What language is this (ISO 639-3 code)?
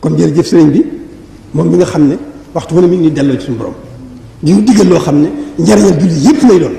wol